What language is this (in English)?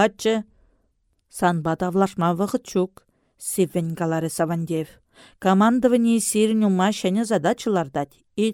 Chuvash